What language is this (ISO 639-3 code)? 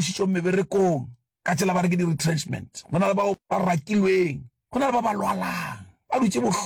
nso